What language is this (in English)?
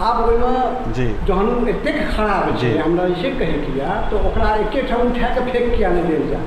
Maithili